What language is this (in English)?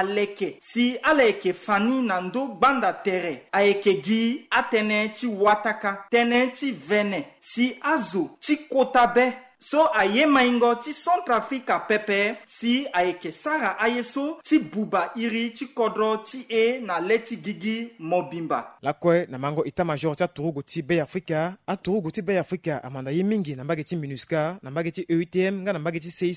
Sango